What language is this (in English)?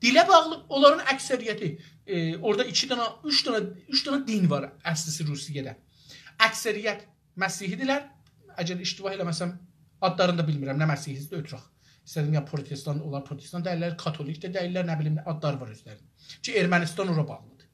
South Azerbaijani